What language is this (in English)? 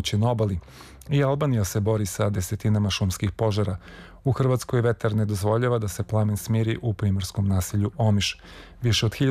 Serbian